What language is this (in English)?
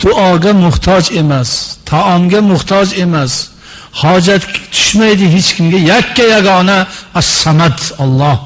Uzbek